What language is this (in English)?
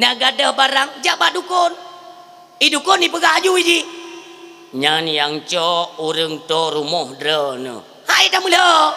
Achinese